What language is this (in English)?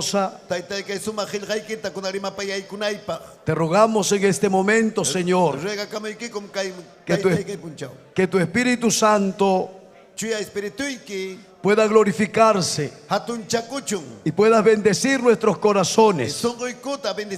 Ayacucho Quechua